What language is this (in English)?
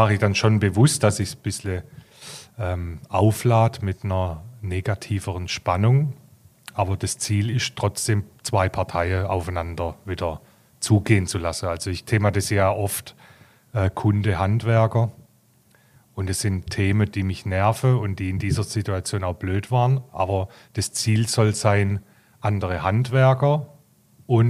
German